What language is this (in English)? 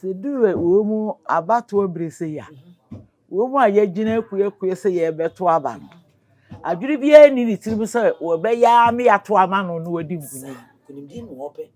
Akan